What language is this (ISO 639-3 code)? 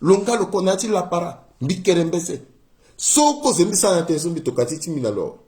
sag